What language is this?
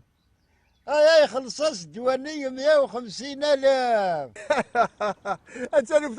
Kabyle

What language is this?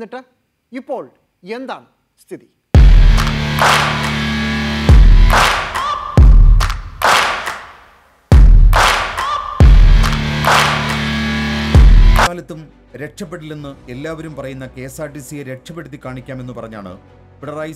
Malayalam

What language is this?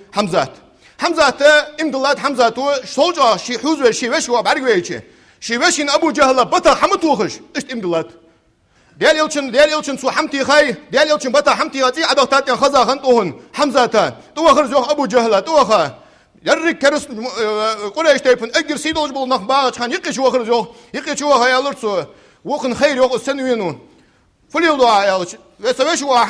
Ingush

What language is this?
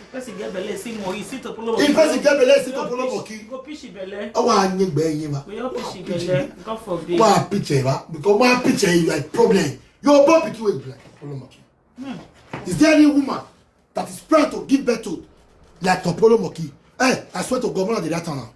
Nigerian Pidgin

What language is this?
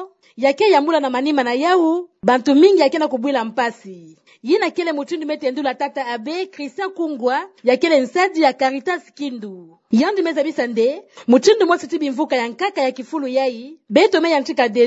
Kituba (Democratic Republic of Congo)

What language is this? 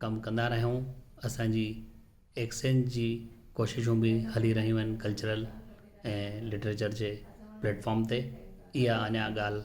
Sindhi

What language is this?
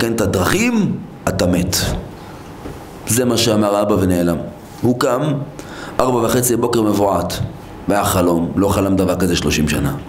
Hebrew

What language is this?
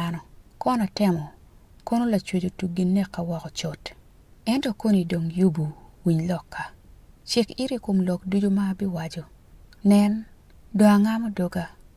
Acoli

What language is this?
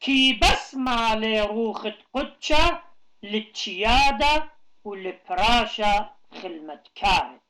Assyrian Neo-Aramaic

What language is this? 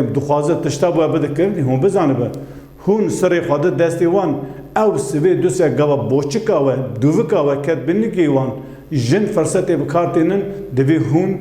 Kurdish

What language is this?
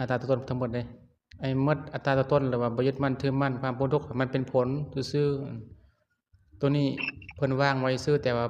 Lao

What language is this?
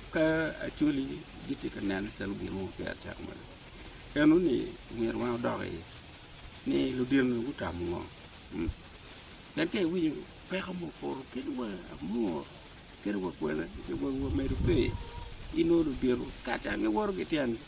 Acoli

